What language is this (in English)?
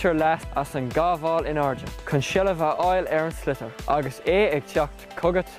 Irish